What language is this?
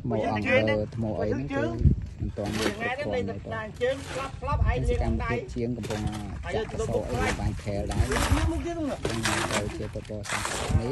Khmer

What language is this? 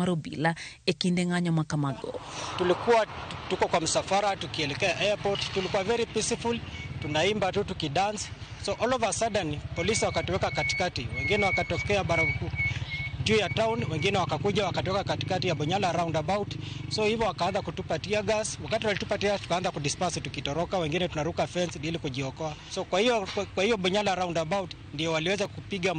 Luo (Kenya and Tanzania)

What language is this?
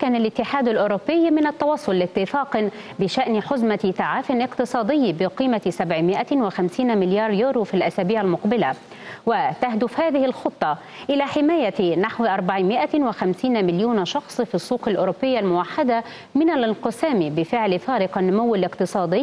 Arabic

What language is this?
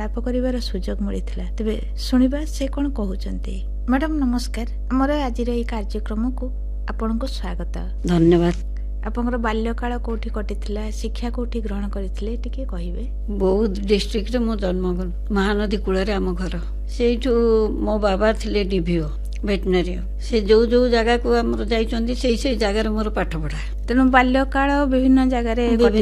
Odia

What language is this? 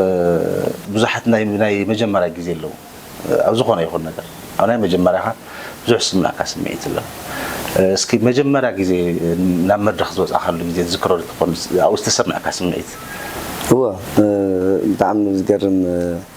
Tigrinya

